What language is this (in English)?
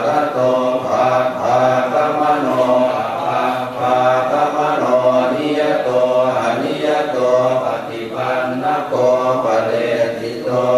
Pali